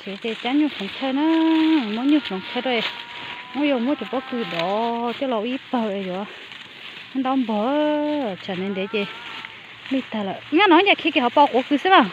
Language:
Hmong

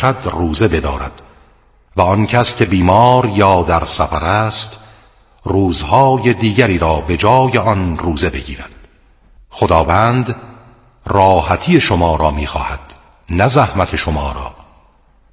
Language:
Persian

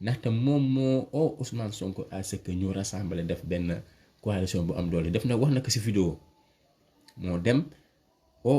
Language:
Wolof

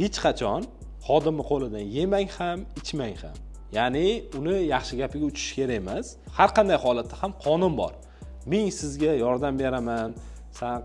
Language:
Uzbek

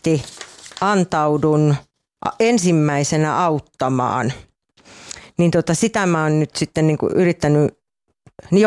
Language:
Finnish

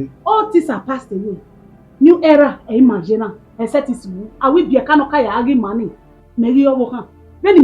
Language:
Bini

